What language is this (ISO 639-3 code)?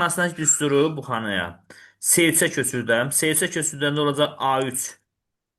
aze